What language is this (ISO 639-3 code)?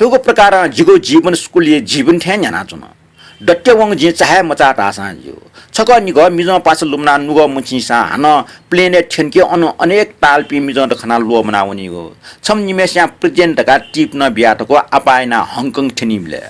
new